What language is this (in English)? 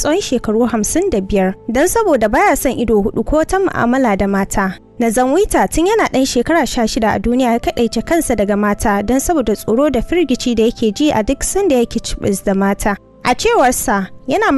Hausa